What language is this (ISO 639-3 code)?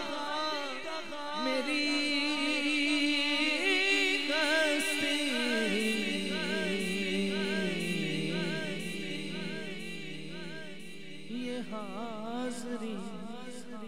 urd